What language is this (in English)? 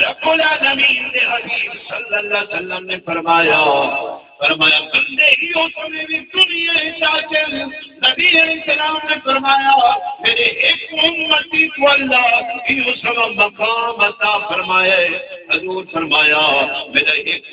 Saraiki